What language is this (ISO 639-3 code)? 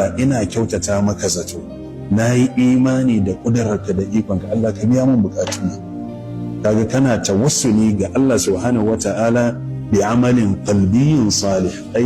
hau